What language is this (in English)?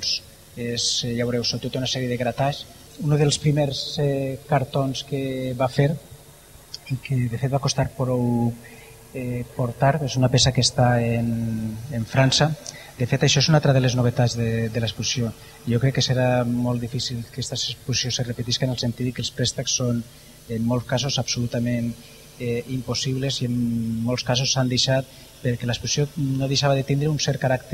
Catalan